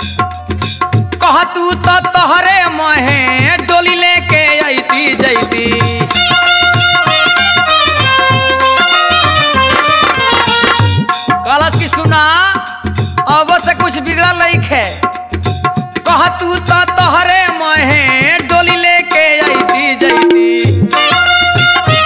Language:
Bhojpuri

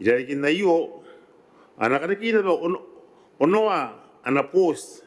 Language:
Gilbertese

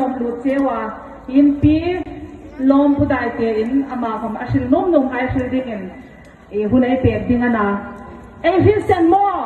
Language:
Hmar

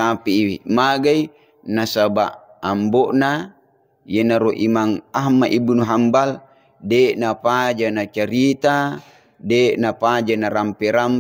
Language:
Buginese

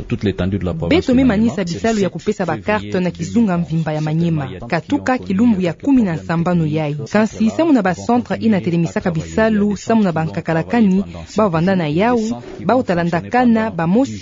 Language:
Kituba (Democratic Republic of Congo)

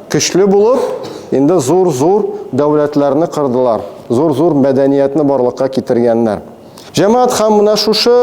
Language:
Tatar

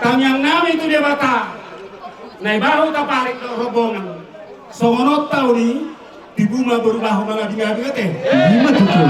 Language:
Batak Toba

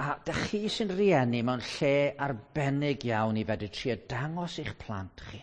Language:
Welsh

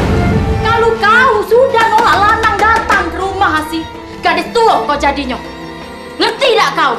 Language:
Musi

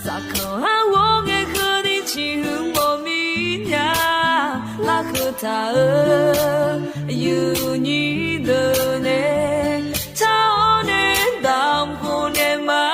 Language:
Akha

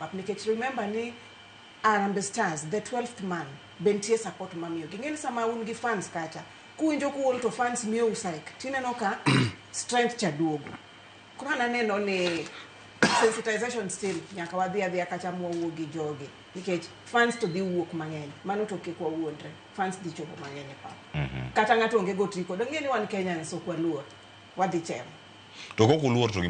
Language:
Luo (Kenya and Tanzania)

